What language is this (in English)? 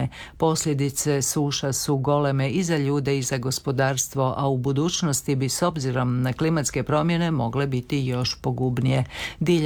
Croatian